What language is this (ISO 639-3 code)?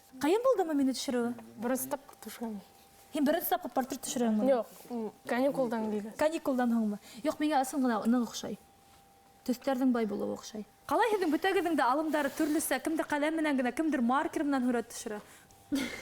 bak